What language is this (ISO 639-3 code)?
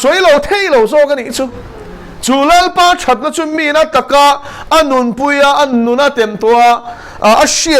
lus